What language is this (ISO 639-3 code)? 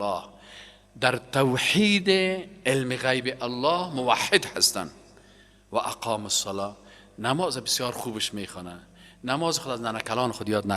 fas